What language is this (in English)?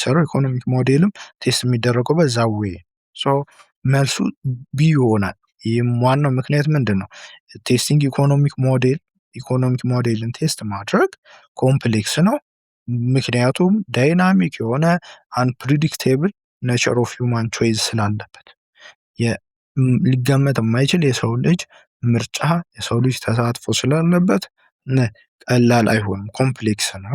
Amharic